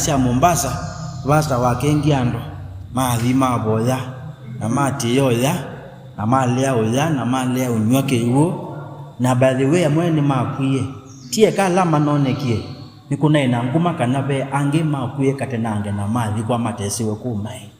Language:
Kamba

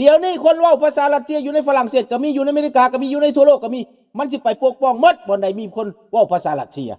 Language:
Lao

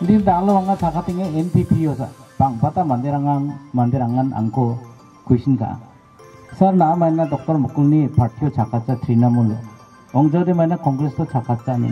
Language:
Garo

